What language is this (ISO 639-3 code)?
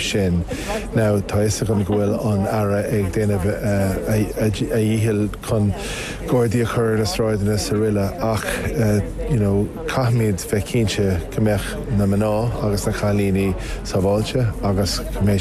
gle